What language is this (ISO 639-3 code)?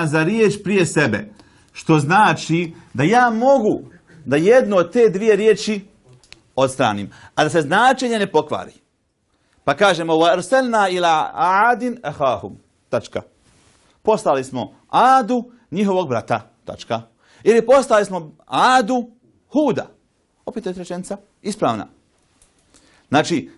bos